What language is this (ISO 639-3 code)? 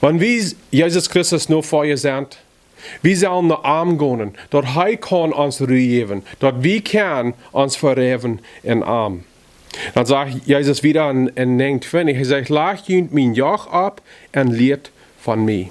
pdt